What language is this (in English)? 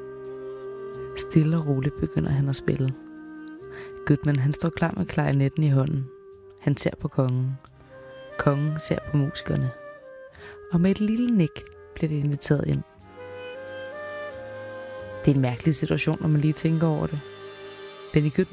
Danish